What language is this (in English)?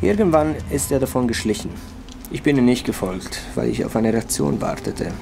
Swiss German